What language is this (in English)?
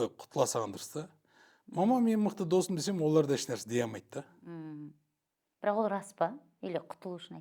Kazakh